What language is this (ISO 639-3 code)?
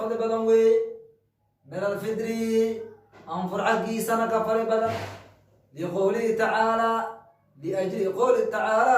som